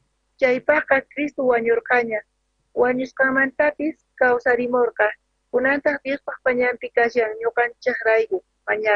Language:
South Bolivian Quechua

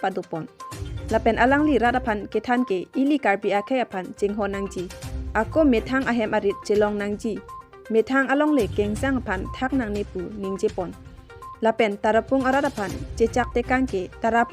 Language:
Karbi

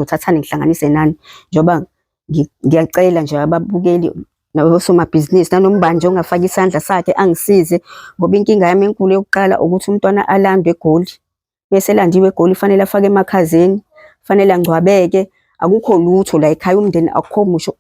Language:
Zulu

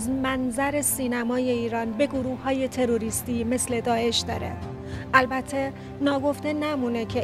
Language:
Persian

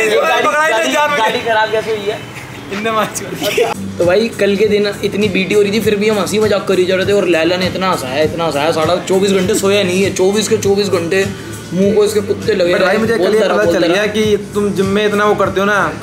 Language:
Hindi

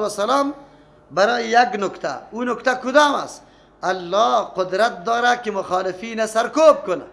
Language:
Persian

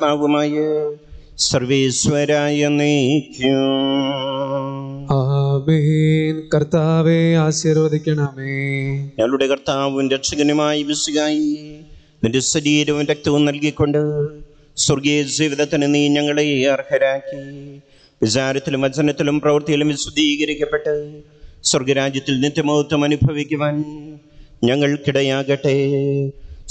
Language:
Malayalam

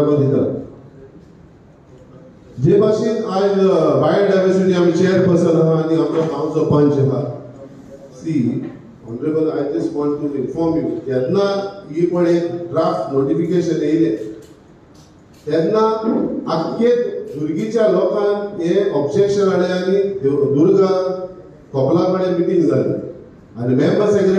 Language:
Konkani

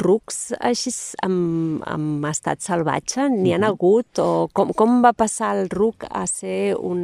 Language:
Catalan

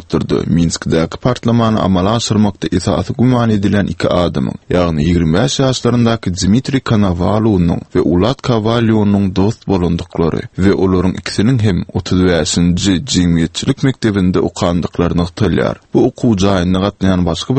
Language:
Turkmen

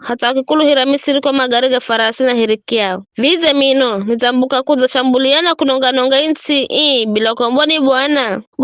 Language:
Giryama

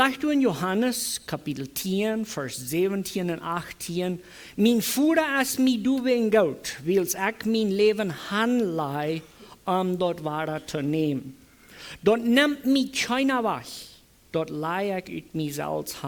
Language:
Plautdietsch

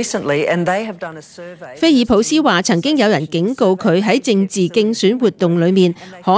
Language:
Cantonese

